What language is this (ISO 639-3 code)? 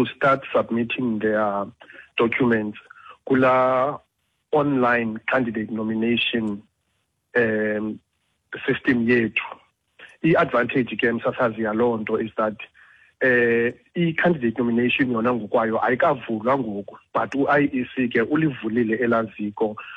xho